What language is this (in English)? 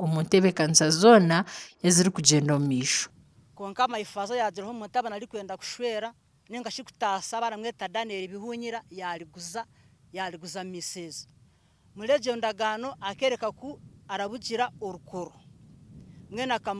Nyankole